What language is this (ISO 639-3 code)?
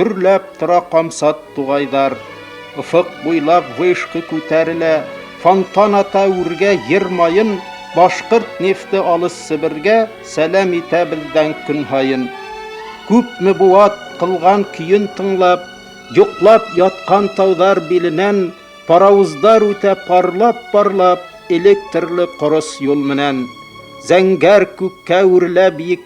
bak